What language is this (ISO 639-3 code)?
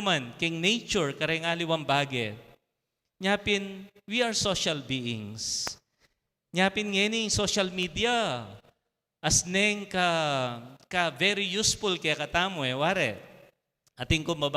pam